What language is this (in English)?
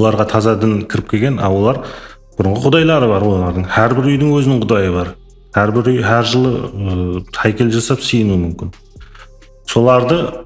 Kara-Kalpak